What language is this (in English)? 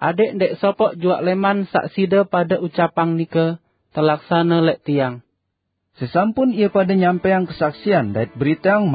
Sasak